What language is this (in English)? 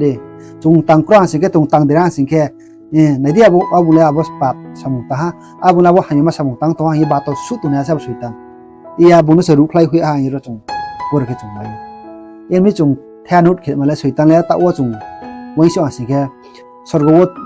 Riang (India)